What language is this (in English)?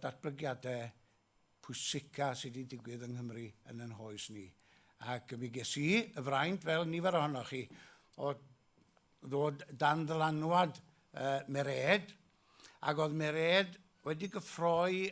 Welsh